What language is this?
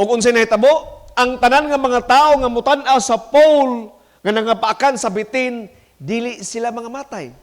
Cebuano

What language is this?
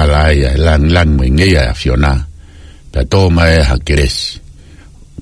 Tongan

